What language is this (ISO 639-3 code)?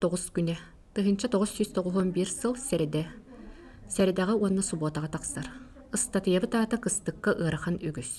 sah